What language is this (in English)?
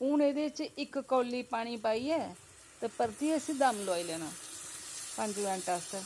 Dogri